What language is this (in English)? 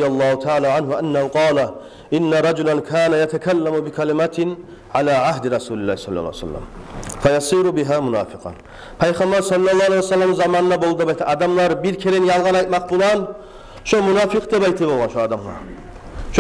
Kumyk